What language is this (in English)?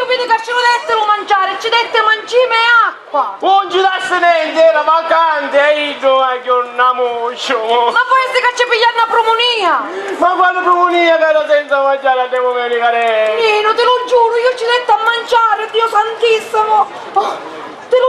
Sicilian